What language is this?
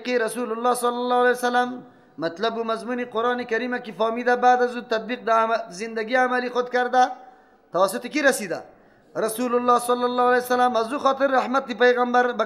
Persian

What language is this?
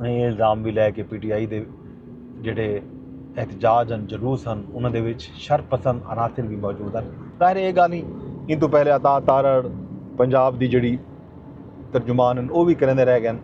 Saraiki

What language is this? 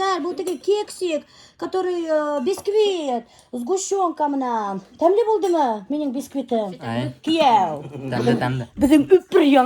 Bashkir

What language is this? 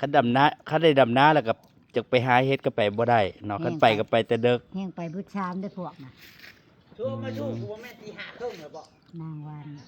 Northeastern Thai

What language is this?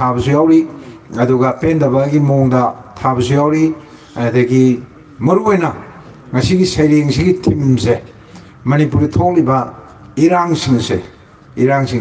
Manipuri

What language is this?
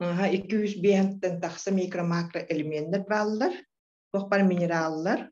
Yakut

